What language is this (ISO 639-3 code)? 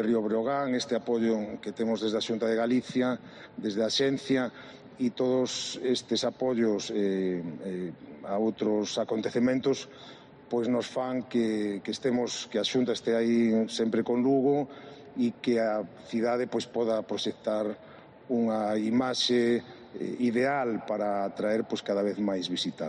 glg